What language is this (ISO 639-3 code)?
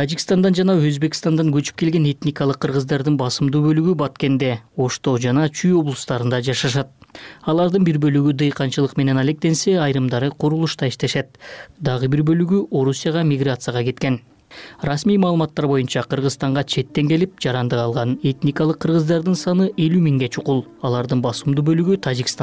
kir